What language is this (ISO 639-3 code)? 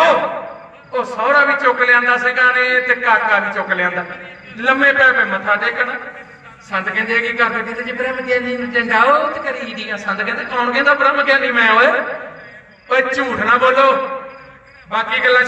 pan